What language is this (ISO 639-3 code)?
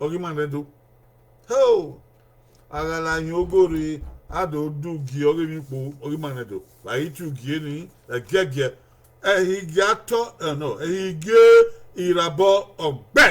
bin